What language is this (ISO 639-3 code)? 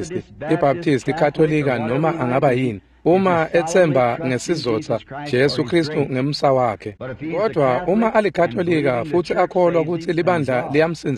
ssw